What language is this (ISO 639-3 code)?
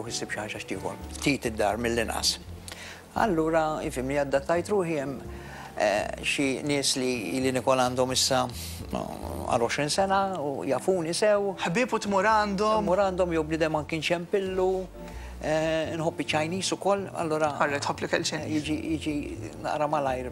mlt